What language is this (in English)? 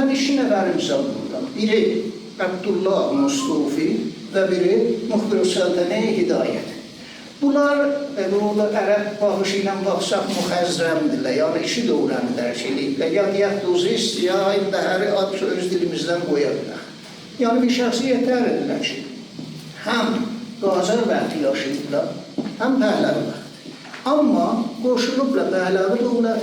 Azerbaijani